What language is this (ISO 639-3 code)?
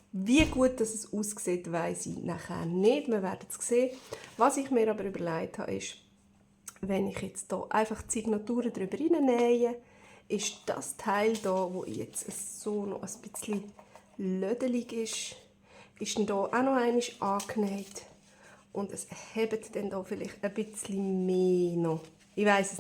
gsw